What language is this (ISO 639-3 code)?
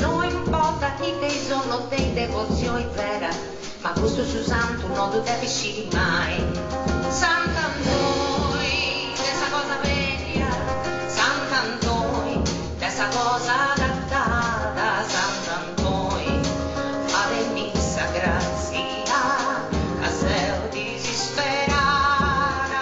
srd